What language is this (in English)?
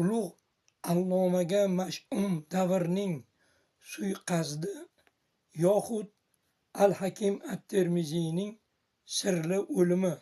Uzbek